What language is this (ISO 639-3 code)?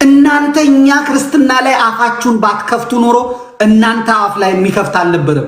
amh